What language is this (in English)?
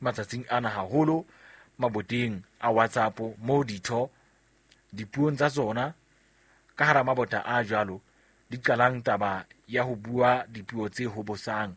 Southern Sotho